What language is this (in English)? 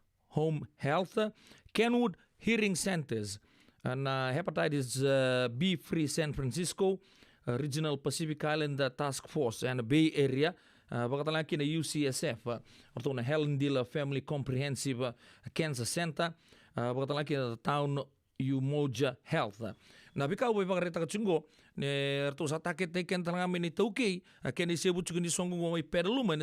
Fijian